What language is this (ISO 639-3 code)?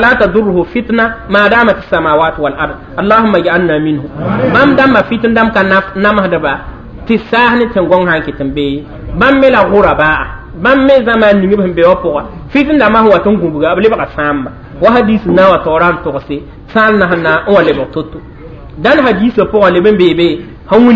mos